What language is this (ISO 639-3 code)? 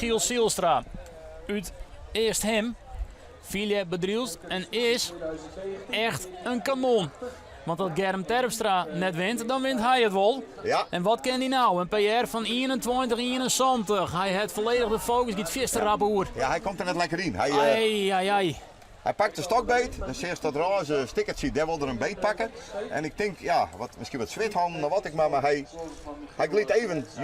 fry